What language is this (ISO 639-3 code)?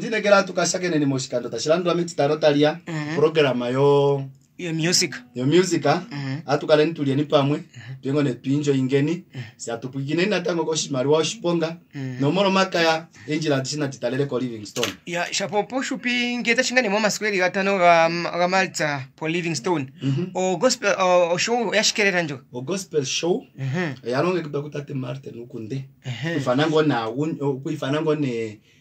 kua